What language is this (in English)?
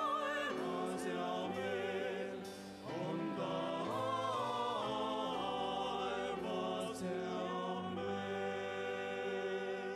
Estonian